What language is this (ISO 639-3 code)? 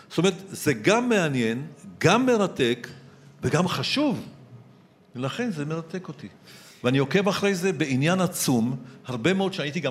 heb